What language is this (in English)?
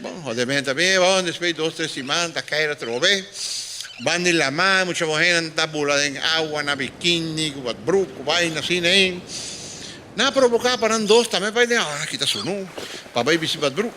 Papiamento